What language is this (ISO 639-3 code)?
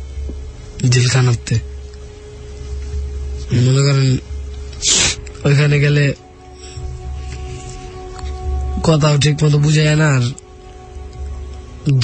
ben